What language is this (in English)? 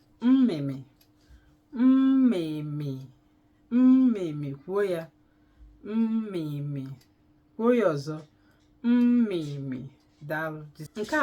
Igbo